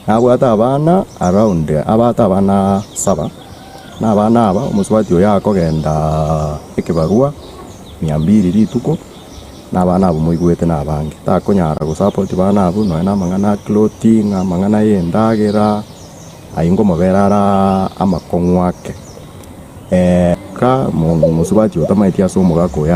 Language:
Gusii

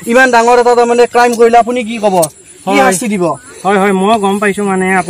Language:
Assamese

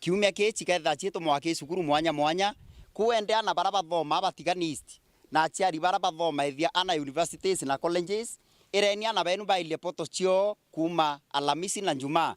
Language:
Meru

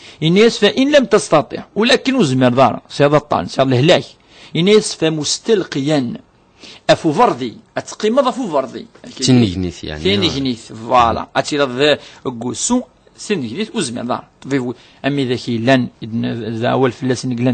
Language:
Kabyle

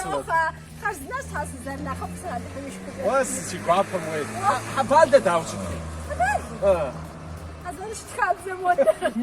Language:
Kabardian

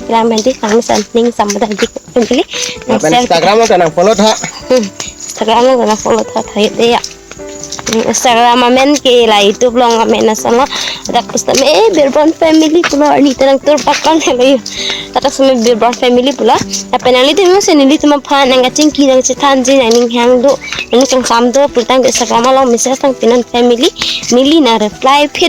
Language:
Karbi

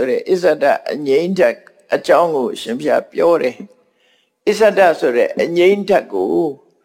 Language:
Burmese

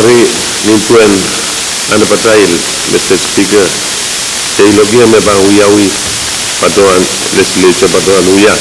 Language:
Pohnpeian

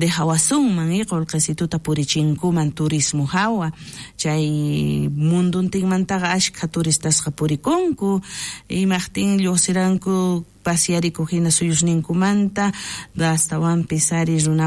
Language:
South Bolivian Quechua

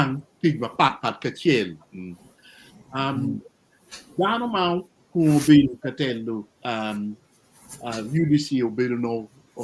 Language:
Acoli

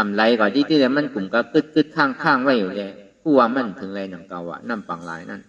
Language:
Shan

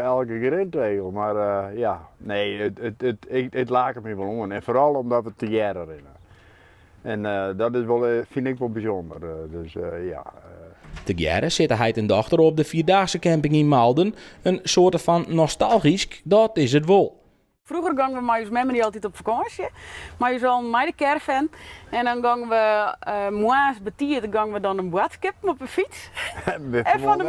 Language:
Western Frisian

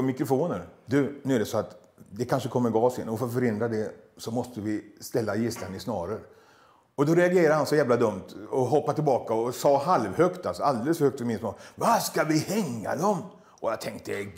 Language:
Swedish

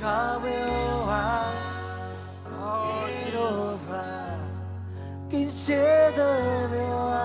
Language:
Marshallese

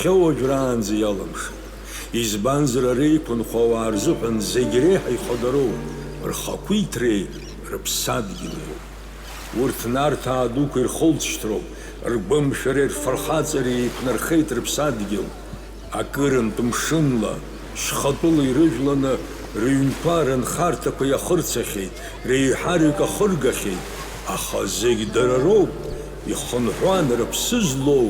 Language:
Abkhazian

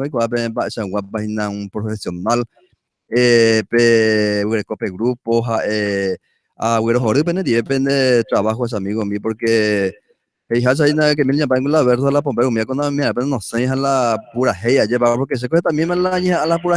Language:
Guarani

